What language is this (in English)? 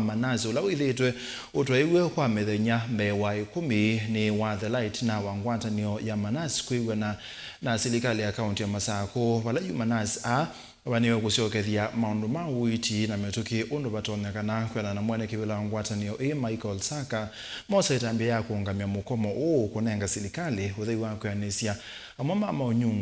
Kamba